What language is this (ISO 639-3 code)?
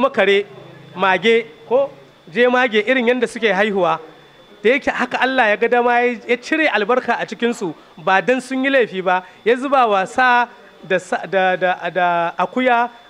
hau